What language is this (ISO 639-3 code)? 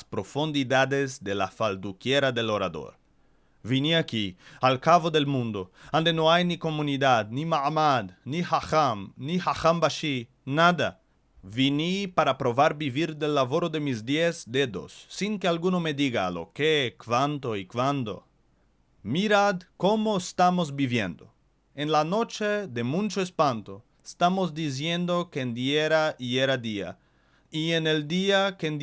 lad